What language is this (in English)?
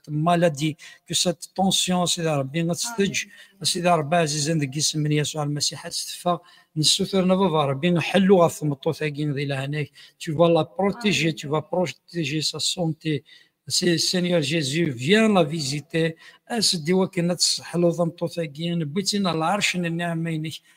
Kabyle